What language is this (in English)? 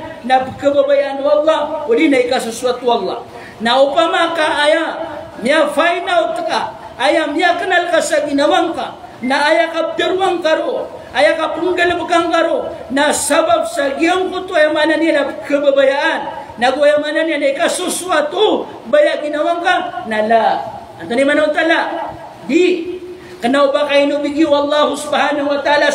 Maranao